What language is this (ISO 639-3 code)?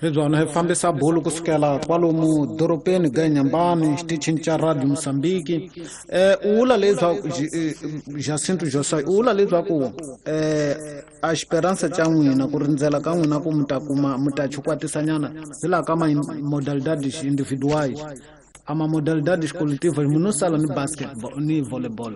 tso